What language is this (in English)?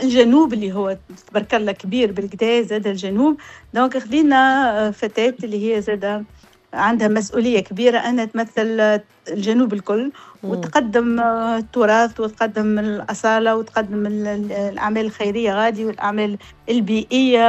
Tunisian Arabic